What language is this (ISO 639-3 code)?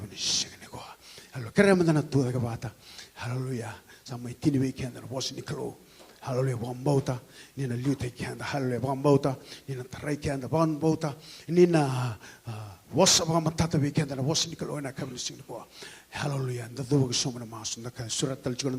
fij